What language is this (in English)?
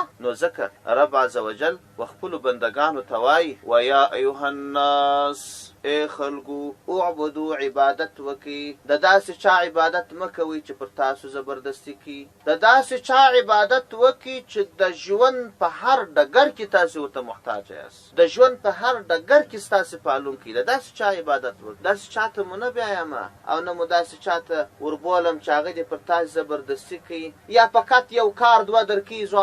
Pashto